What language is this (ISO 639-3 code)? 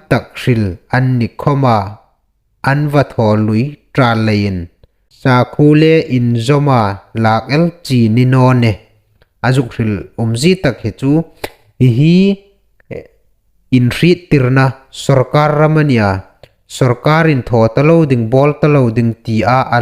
hmr